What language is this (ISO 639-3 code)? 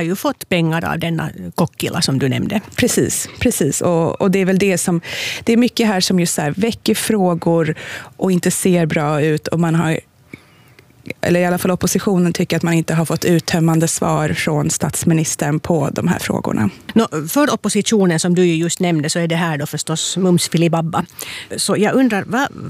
swe